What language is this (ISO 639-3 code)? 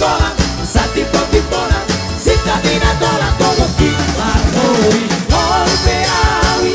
bbc